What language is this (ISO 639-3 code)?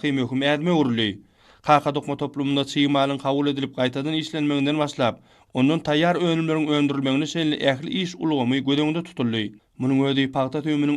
tuk